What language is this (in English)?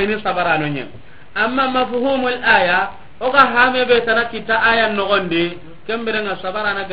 Soninke